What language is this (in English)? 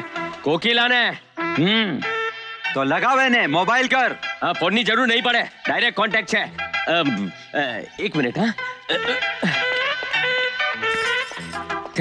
Gujarati